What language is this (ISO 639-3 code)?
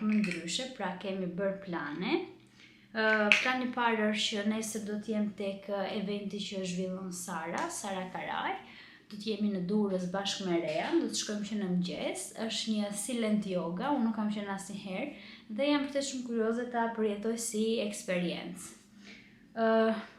sqi